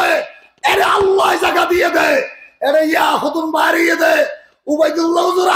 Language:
Rohingya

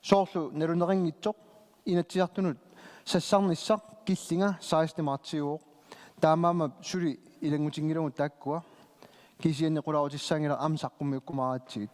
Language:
Kalaallisut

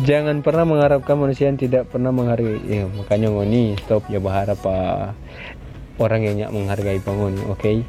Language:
Manado Malay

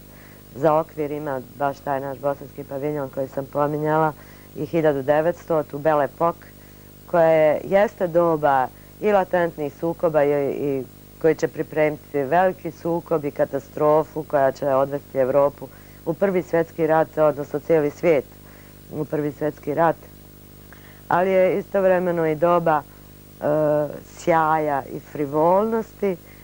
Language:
Bosnian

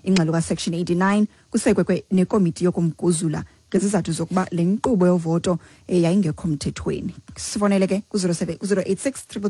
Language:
Xhosa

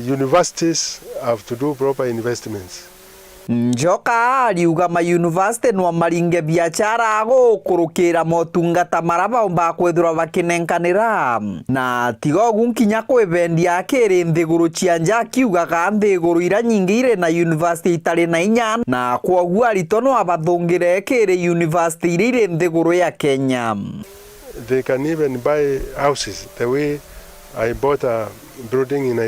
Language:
Meru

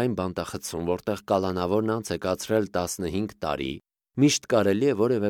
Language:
Armenian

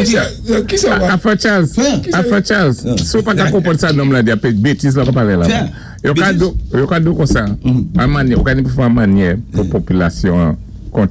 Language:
Saint Lucian Creole French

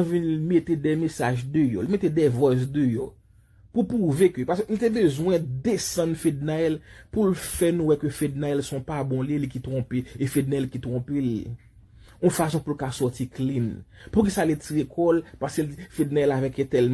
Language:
Haitian Creole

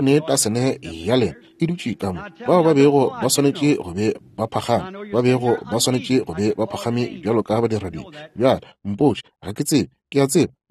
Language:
Northern Sotho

